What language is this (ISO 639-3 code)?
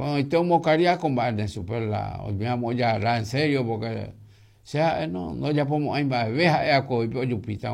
grn